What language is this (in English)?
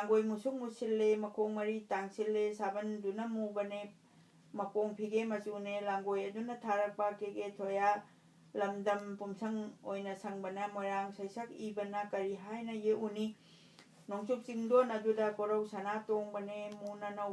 Manipuri